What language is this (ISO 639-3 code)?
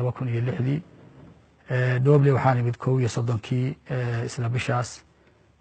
som